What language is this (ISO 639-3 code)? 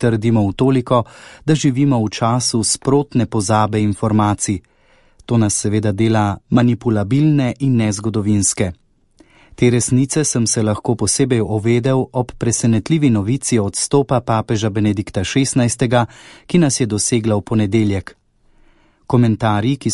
slv